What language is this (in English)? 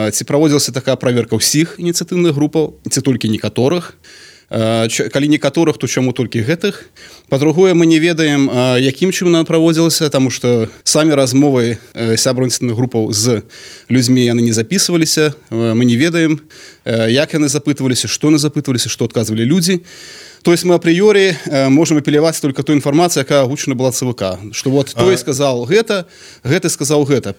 Belarusian